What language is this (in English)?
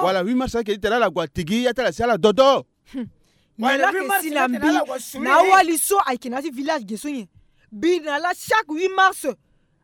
Sango